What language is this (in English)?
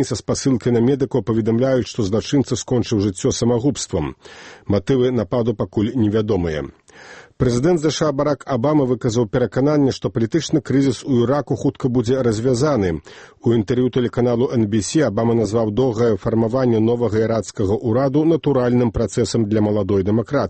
Belarusian